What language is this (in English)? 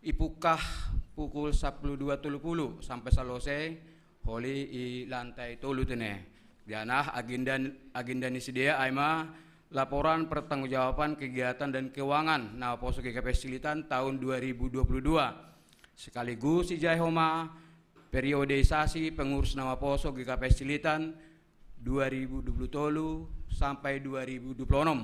Batak Simalungun